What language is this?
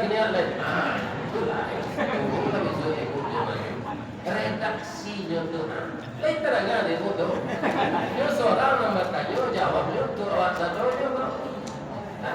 Minangkabau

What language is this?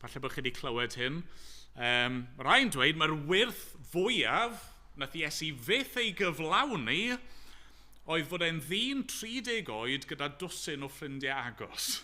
Welsh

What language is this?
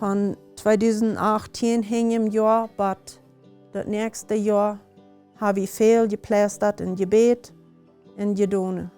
Plautdietsch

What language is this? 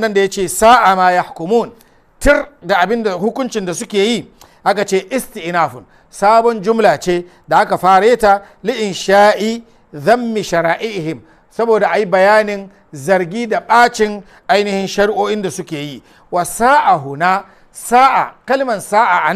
Hausa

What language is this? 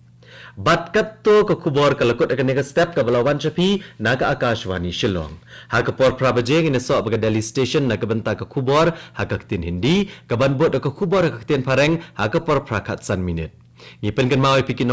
Khasi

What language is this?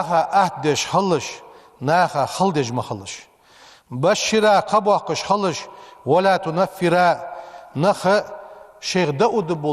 Ingush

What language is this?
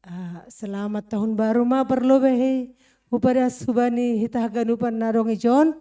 Batak Simalungun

